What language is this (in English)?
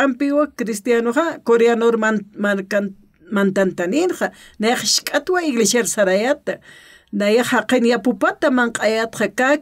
Aymara